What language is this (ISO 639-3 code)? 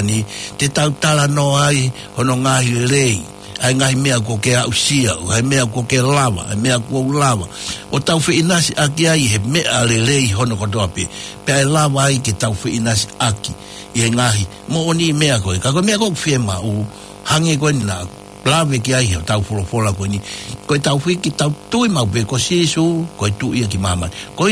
ton